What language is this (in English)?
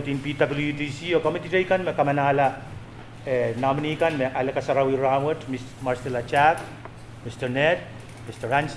Pohnpeian